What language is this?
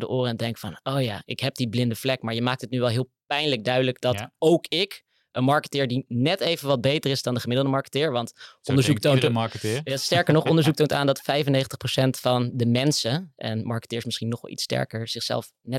Dutch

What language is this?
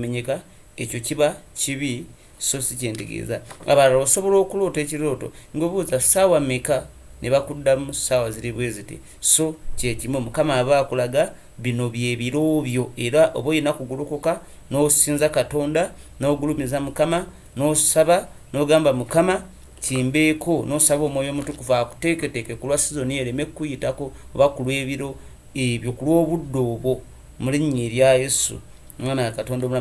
Ganda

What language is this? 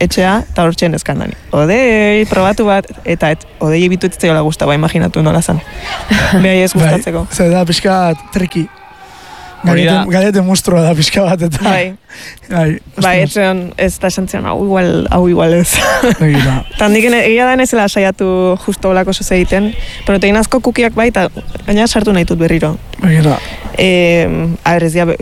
Basque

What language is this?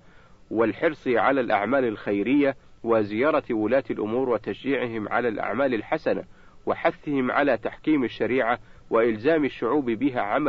Arabic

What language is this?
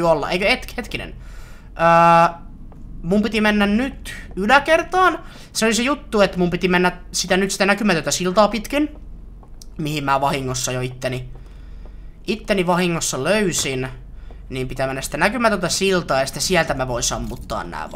Finnish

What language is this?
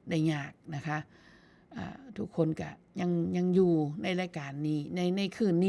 Northeastern Thai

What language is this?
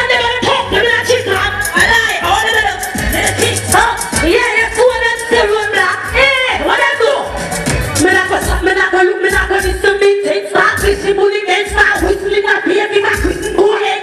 Jamaican Creole English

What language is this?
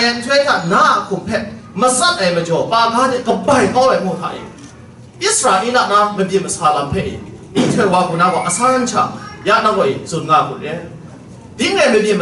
Kachin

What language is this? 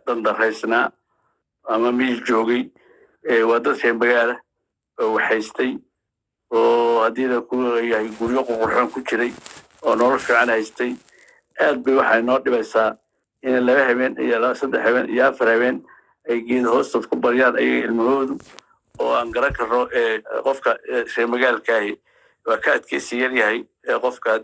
Somali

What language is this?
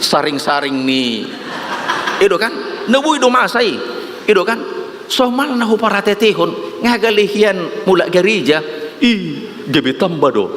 Batak Toba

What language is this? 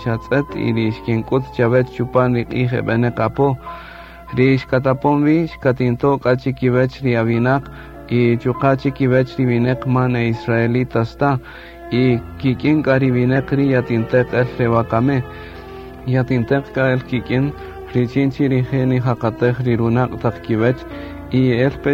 Kaqchikel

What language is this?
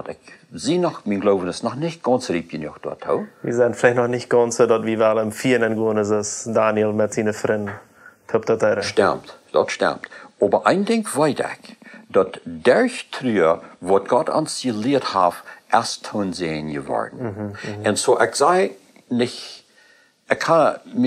Plautdietsch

